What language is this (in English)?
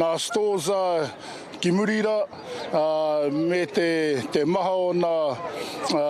Māori